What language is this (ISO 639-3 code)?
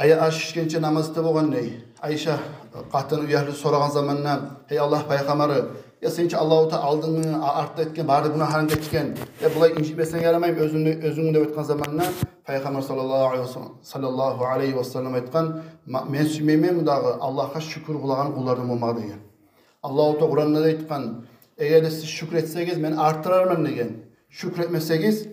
kum